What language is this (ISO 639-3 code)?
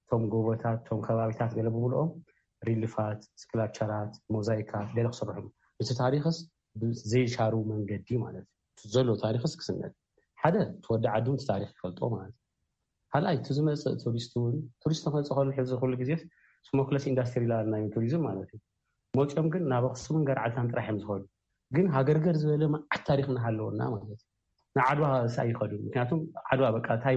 tir